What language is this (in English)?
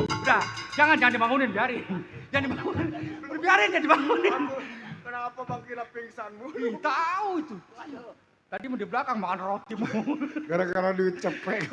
Betawi